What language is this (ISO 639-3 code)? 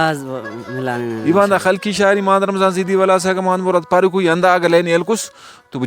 brh